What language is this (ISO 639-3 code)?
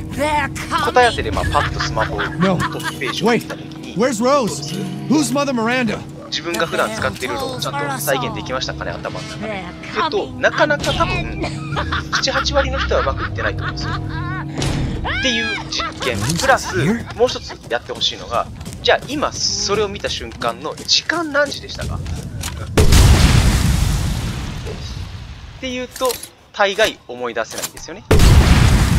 jpn